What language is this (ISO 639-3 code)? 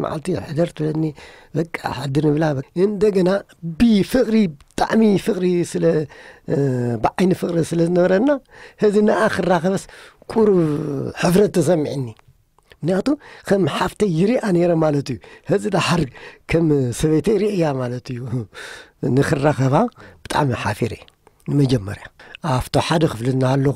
tir